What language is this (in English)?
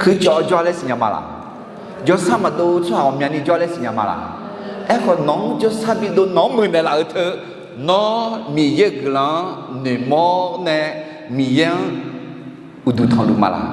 Akha